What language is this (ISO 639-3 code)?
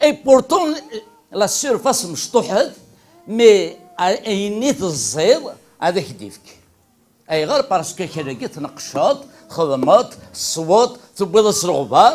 kab